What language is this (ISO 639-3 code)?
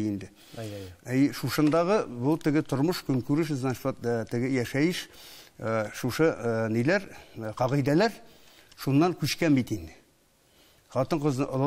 tat